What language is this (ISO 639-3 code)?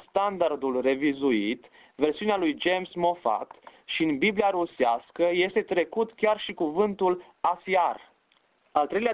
ron